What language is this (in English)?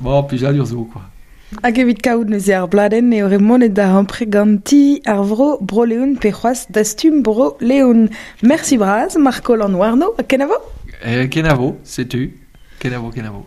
Breton